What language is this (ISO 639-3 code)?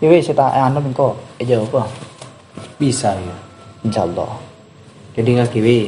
mad